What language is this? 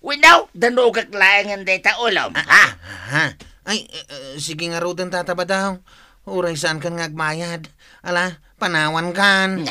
Iloko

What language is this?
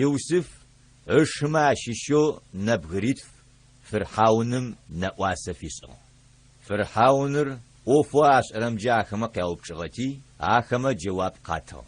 Adyghe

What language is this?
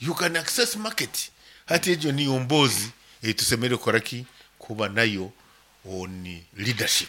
Nyankole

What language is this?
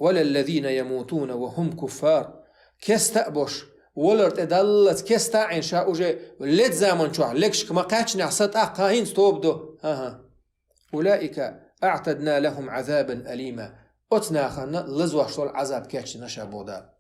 Chechen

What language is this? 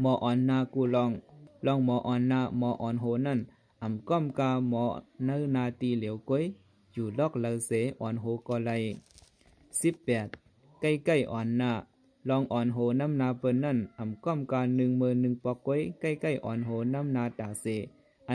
Shan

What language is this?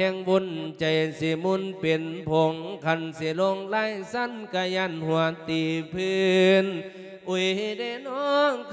Lao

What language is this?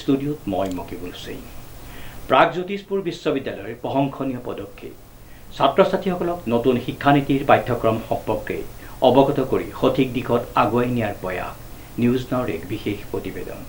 Assamese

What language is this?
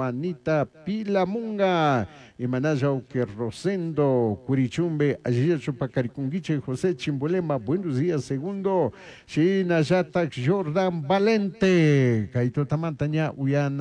Chimborazo Highland Quichua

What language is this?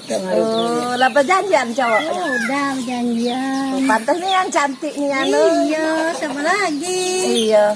Musi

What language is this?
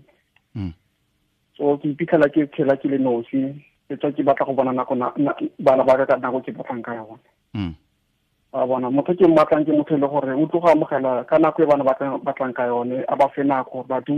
Tswana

